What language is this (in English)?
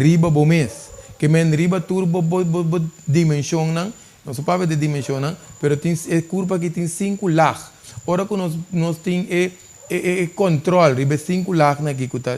Papiamento